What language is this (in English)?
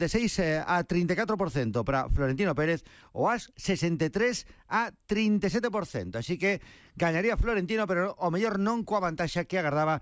Galician